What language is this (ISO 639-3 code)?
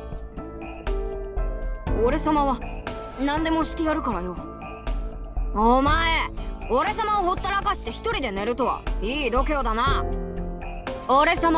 jpn